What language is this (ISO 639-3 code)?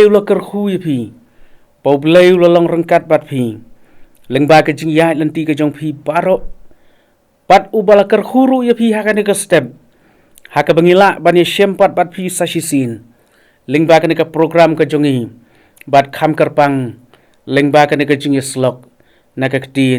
kha